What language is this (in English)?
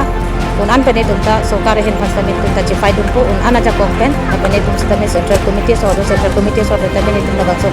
Karbi